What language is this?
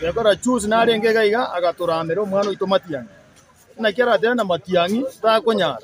Gusii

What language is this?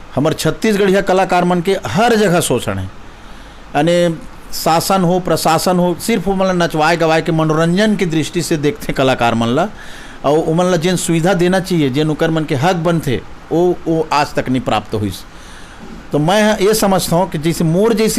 Chhattisgarhi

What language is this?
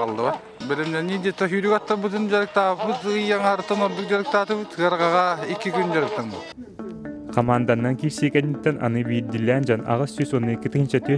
Yakut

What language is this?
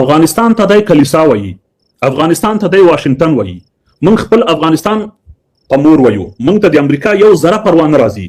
Pashto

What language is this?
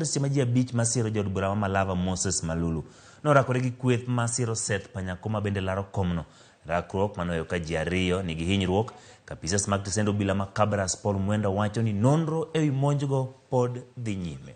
Luo (Kenya and Tanzania)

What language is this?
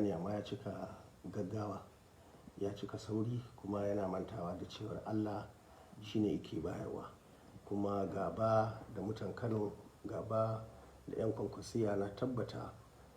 Hausa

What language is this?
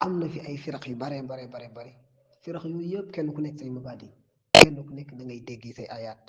Wolof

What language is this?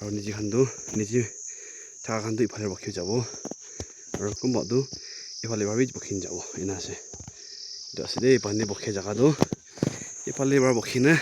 Naga Pidgin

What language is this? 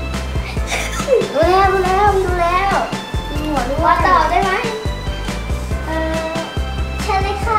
Thai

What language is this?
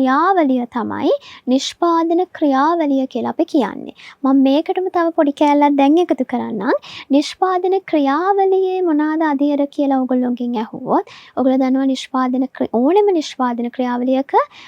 Sinhala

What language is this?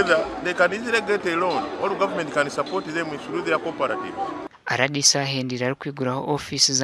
Nyankole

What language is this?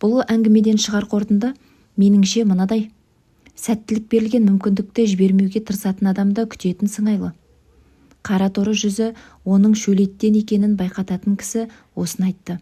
Kazakh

